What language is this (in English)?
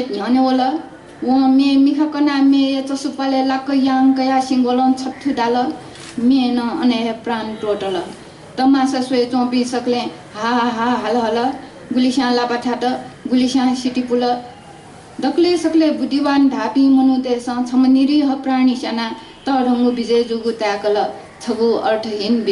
Newari